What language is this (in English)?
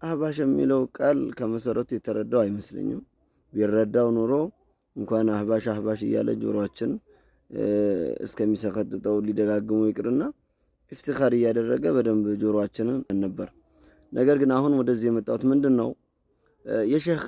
Amharic